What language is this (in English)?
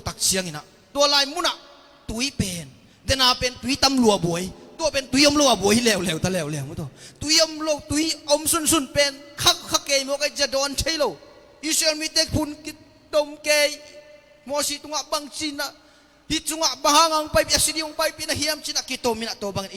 Tedim Chin